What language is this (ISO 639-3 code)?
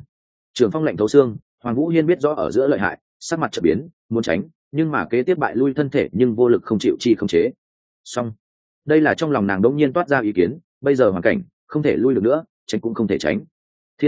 vie